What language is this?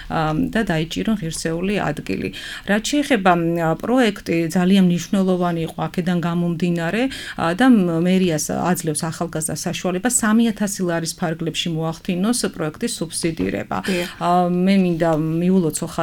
Georgian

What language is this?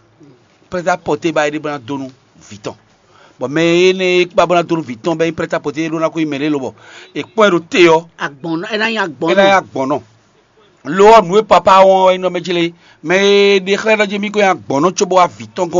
Fon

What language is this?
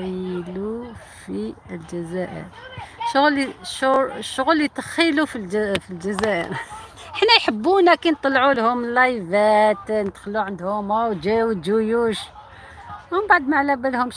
Algerian Arabic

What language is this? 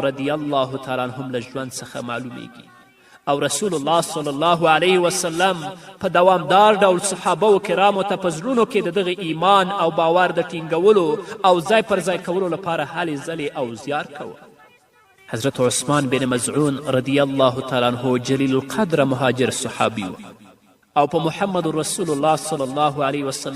Pashto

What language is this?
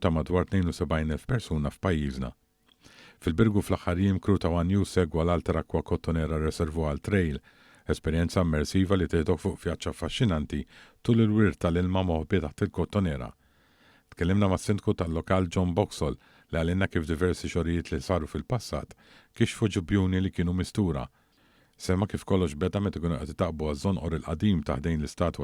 Maltese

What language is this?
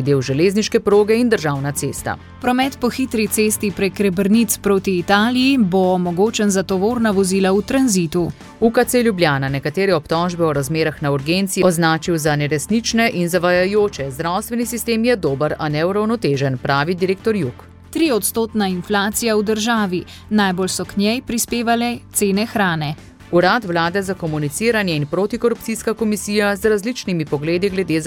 Slovenian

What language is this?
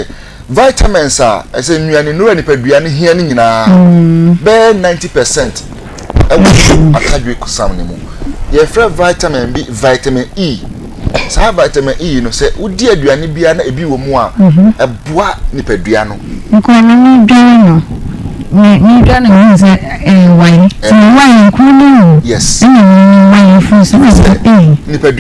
Akan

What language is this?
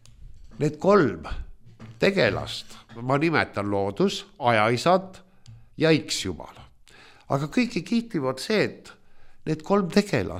Estonian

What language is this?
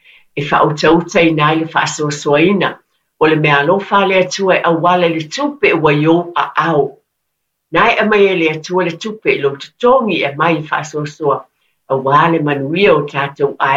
Samoan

